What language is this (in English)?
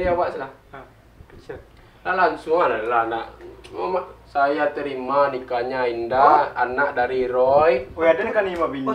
Minangkabau